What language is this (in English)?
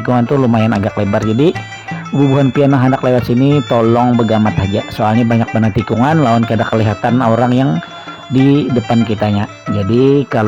Banjar